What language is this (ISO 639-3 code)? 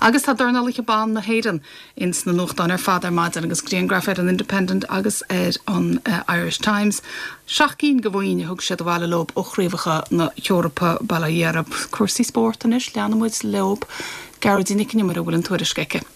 gle